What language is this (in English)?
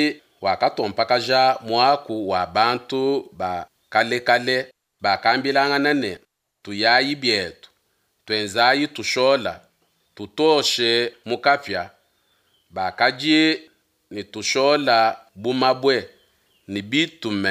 Luba-Lulua